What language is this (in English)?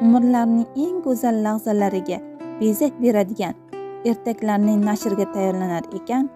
Uzbek